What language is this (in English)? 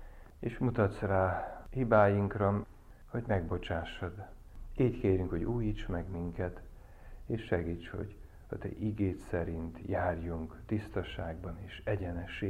Hungarian